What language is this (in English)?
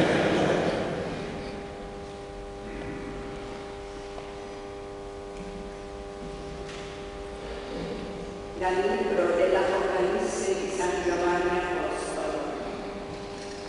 Italian